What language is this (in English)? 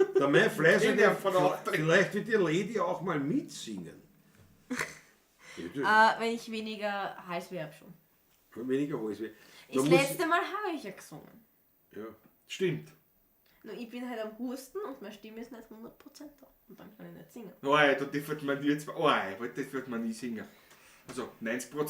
Bavarian